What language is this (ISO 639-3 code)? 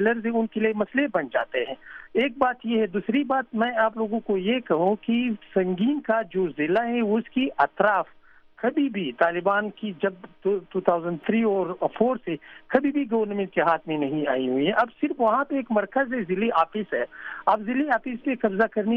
urd